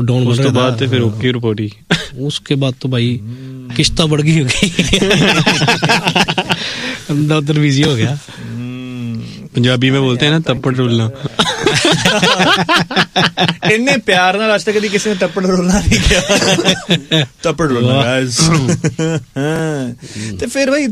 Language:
Punjabi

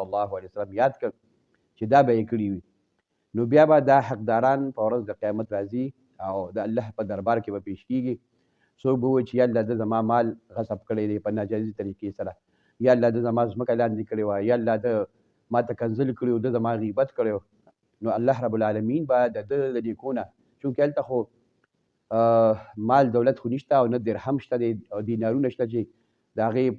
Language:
Pashto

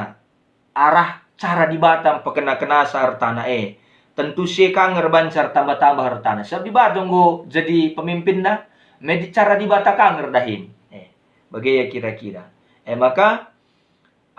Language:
Batak Karo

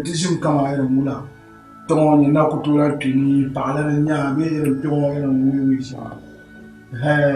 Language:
Dagbani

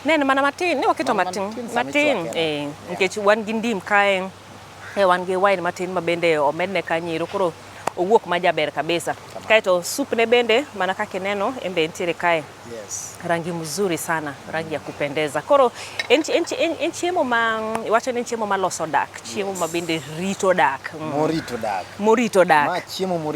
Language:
Luo (Kenya and Tanzania)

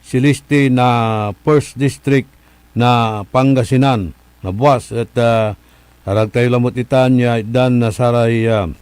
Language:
Pangasinan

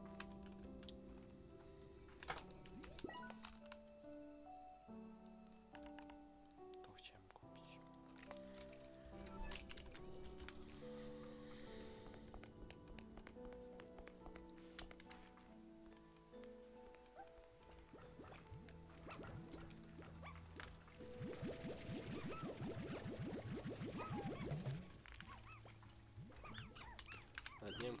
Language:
Polish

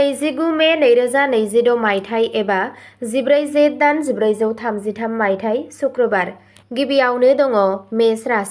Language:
Bodo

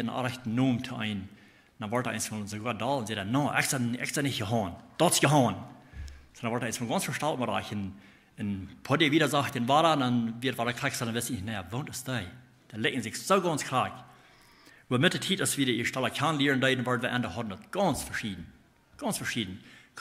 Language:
Plautdietsch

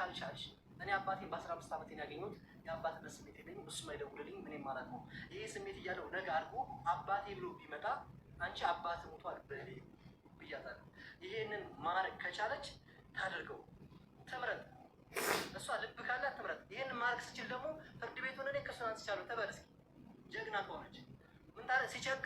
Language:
Amharic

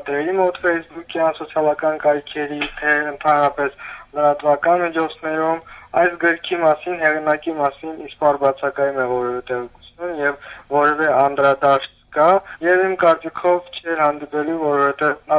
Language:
Armenian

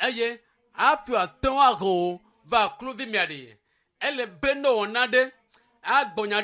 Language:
Ewe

